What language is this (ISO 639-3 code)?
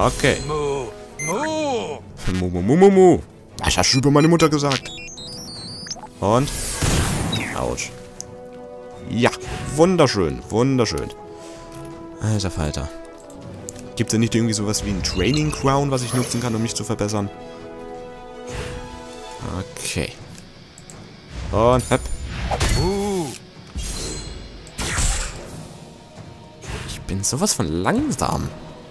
deu